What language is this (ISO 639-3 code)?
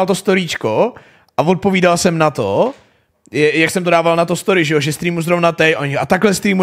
ces